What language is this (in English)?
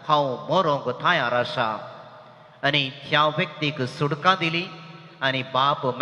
Konkani